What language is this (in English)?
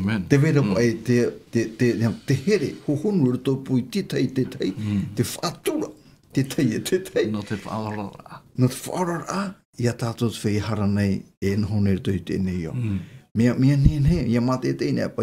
Tahitian